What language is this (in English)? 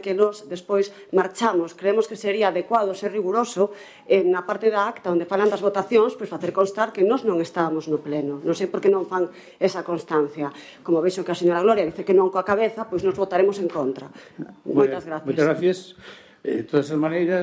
Galician